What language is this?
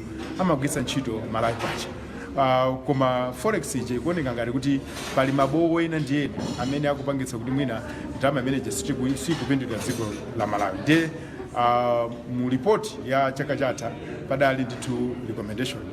Nyanja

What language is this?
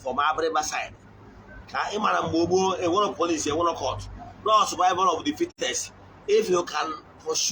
Igbo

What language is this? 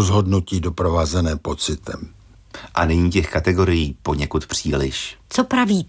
Czech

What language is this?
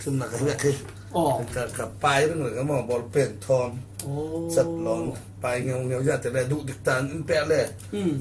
Falam Chin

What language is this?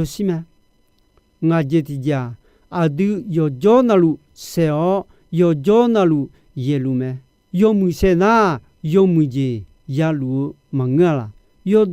Akha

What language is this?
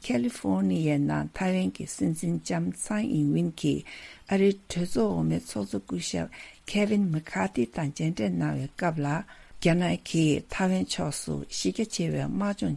Tibetan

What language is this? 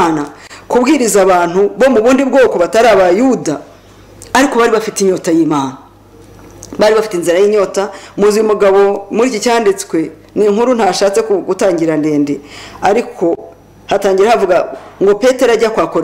Kinyarwanda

